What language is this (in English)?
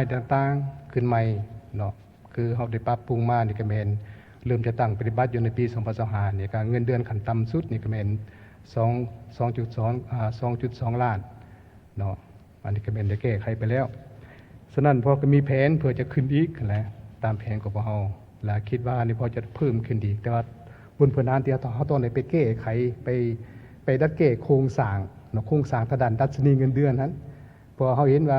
Lao